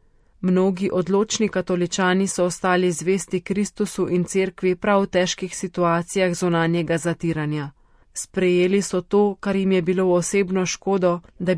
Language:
Slovenian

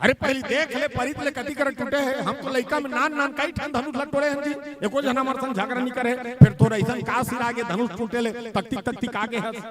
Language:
Chhattisgarhi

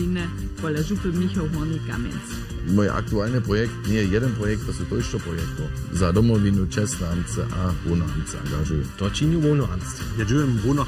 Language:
Upper Sorbian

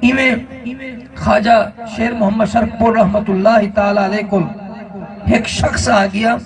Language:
Saraiki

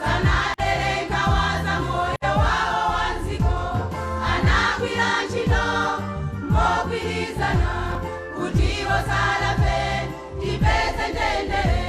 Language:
Nyanja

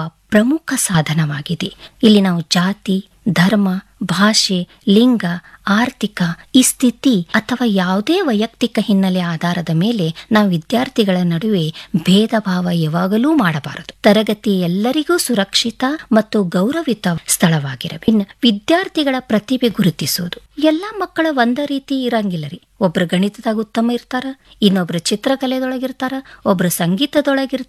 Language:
Kannada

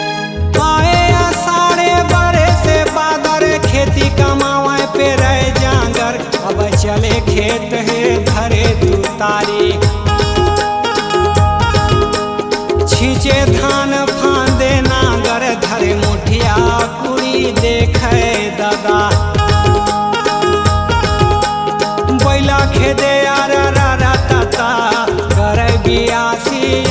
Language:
Chhattisgarhi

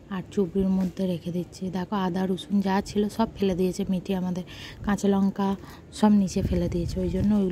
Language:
Bangla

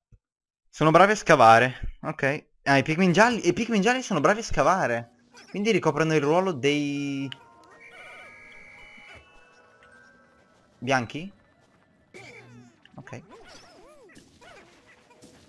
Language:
Italian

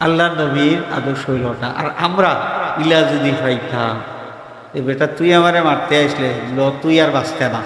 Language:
Sylheti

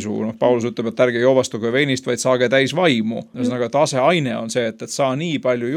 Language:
Estonian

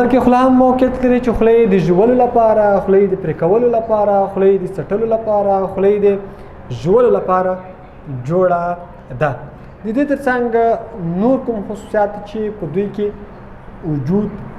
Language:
Pashto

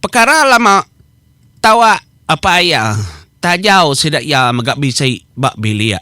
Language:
Iban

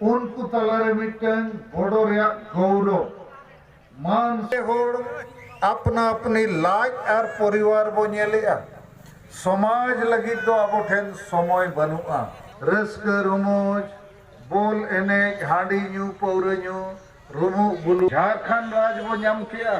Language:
Santali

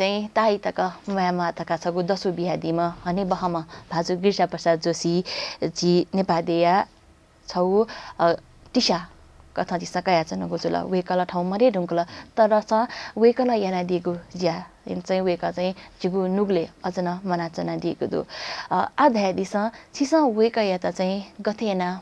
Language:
Newari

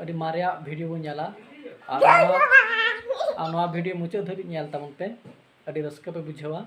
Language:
Santali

